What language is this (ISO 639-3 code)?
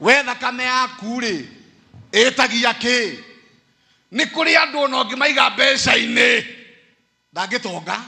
kik